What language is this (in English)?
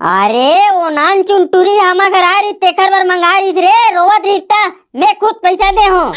Chhattisgarhi